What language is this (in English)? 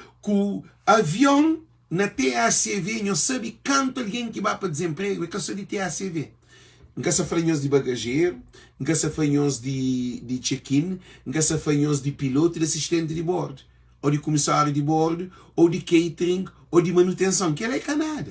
Kabuverdianu